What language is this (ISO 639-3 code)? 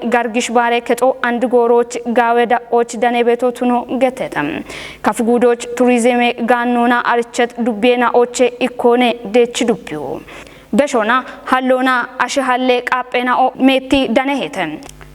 kbr